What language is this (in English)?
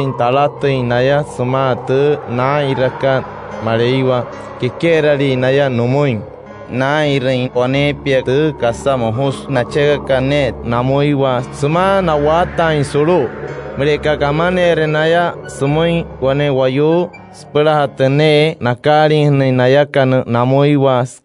Wayuu